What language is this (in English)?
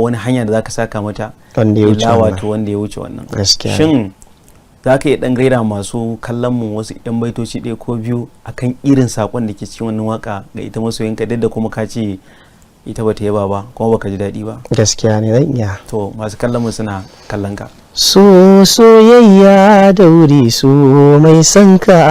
Hausa